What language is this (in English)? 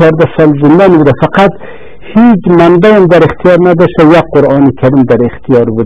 Persian